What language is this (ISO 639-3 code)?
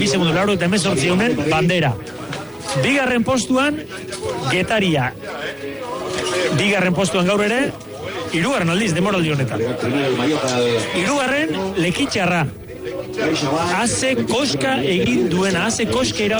eus